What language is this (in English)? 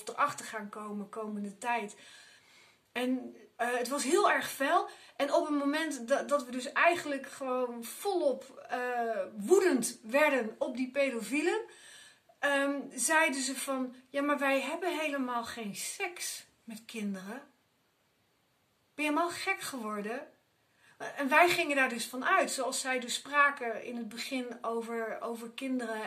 Dutch